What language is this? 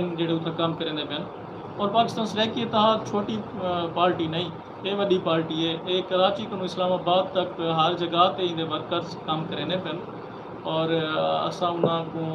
Saraiki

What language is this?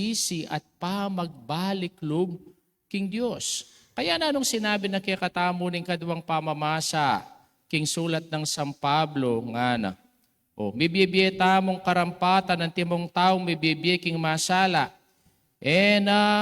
Pampanga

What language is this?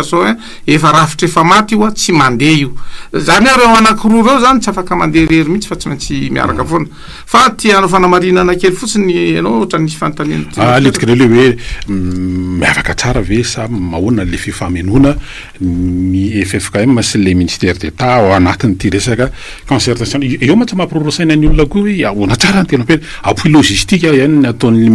Malagasy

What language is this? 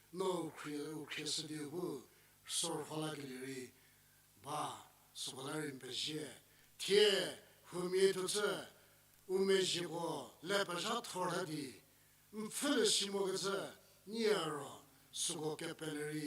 Angami Naga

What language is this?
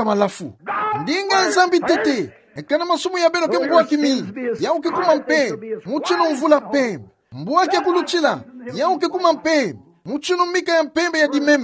Kituba (Democratic Republic of Congo)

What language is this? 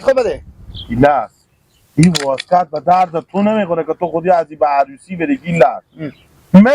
Hazaragi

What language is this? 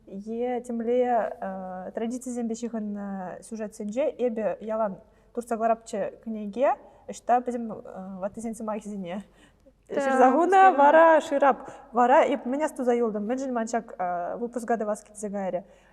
Chuvash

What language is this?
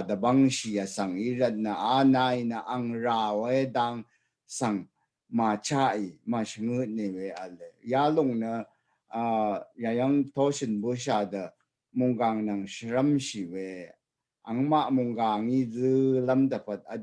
Rawang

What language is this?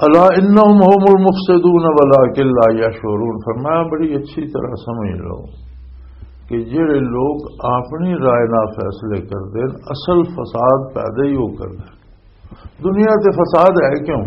Western Panjabi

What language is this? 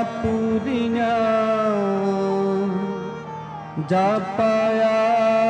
Punjabi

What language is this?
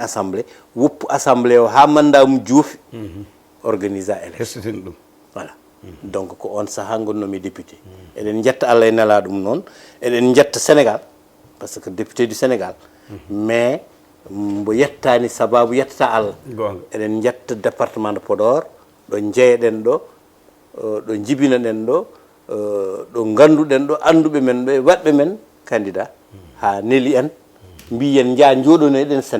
Fula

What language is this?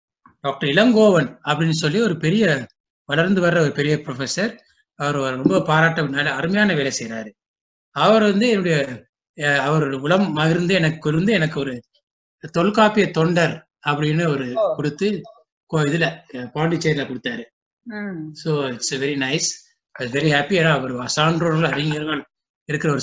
Tamil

